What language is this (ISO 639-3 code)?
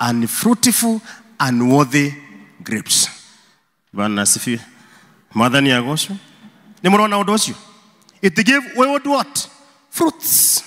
kik